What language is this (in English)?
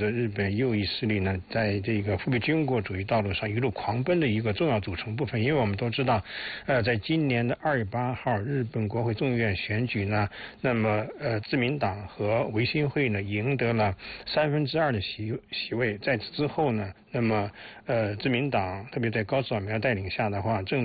Chinese